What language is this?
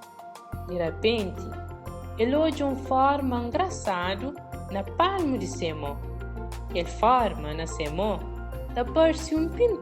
Kabuverdianu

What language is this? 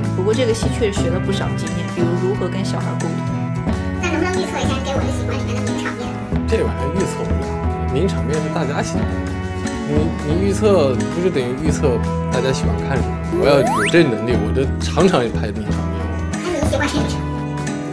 Chinese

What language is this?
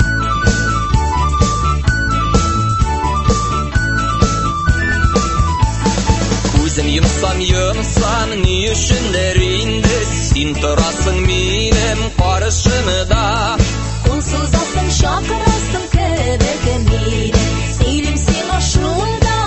Tatar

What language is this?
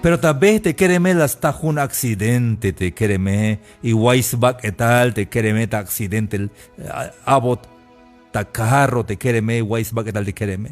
Tzeltal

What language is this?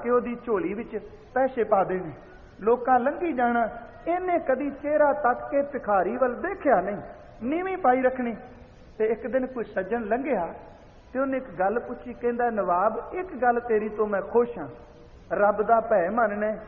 Punjabi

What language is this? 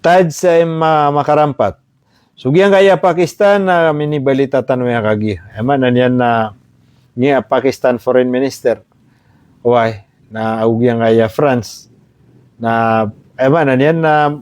Maranao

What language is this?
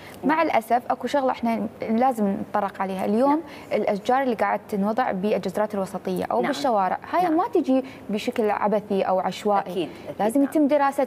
Mesopotamian Arabic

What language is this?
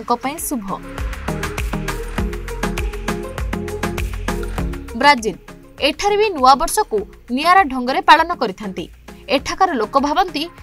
Odia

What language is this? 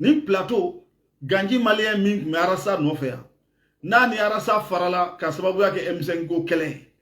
Bambara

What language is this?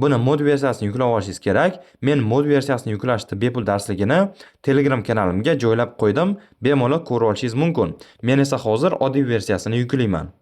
Uzbek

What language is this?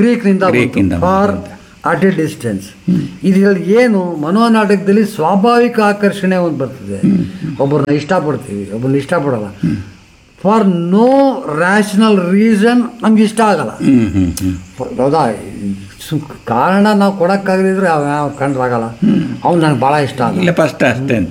Kannada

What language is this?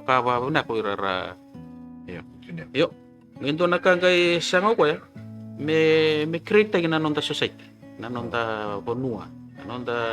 Fijian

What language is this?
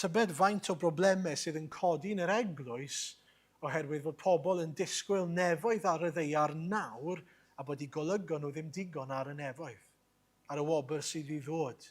Welsh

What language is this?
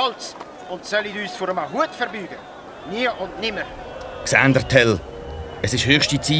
Swiss German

